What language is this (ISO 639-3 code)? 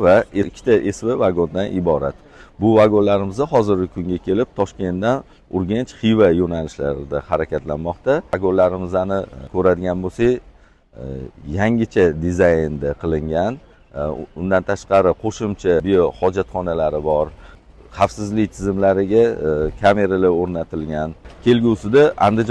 uzb